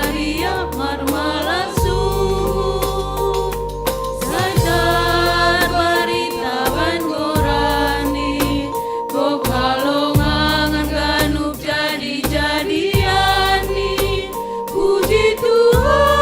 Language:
Batak Simalungun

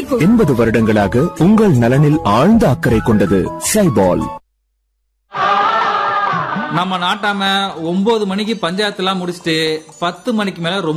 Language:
Tamil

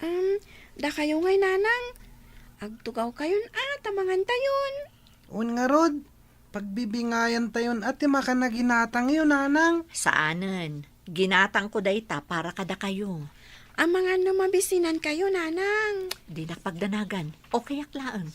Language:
Iloko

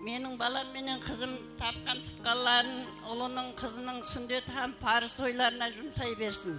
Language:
Kara-Kalpak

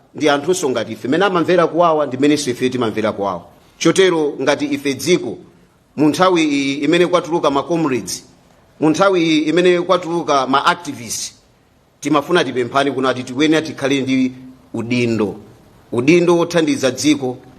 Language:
Nyanja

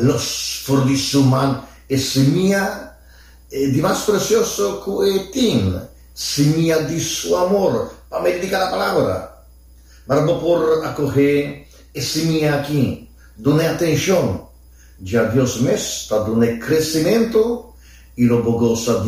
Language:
Papiamento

